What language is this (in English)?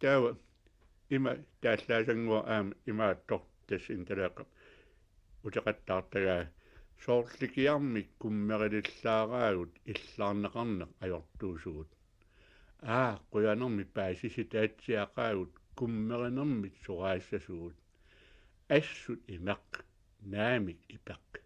Kalaallisut